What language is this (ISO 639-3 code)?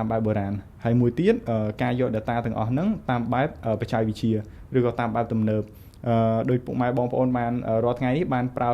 khm